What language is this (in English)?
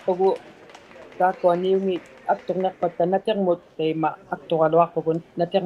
Inuktitut